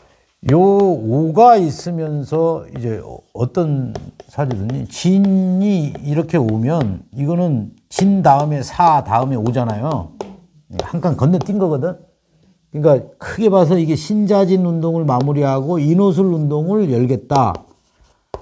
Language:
Korean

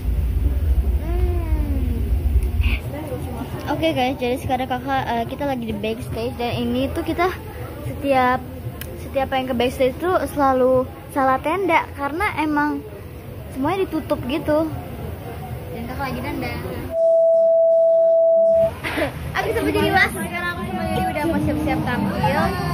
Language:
Indonesian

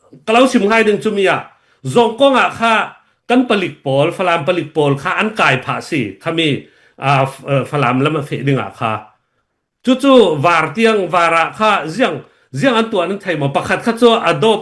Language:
Falam Chin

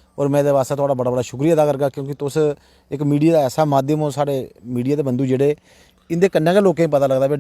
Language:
Dogri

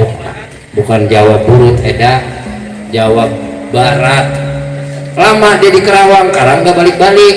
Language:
Betawi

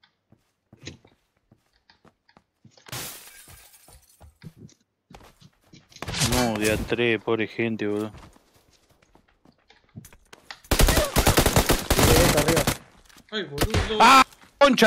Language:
Spanish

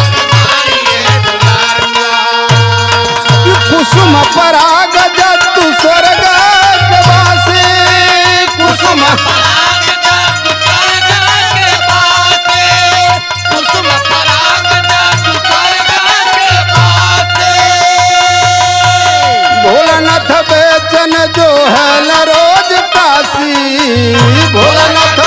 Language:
Bhojpuri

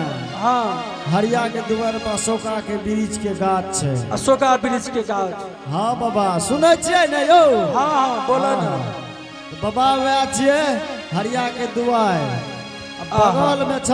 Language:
Angika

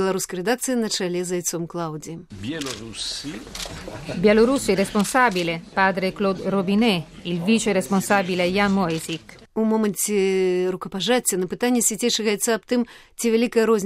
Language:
Belarusian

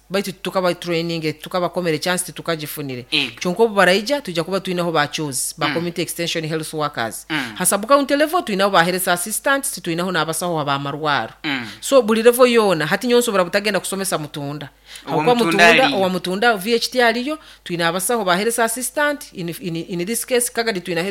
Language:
Nyoro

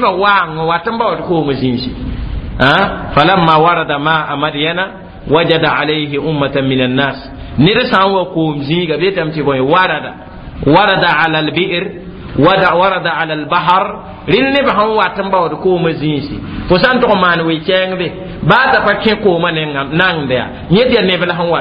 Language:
Mossi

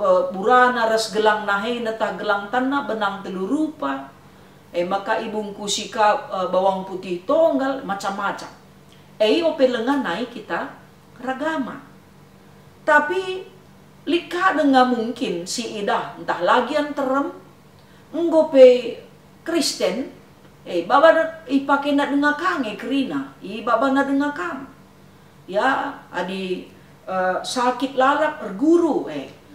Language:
Batak Karo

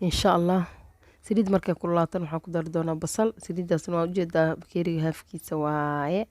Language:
Somali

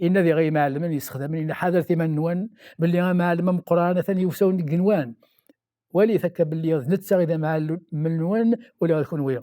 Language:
Kabyle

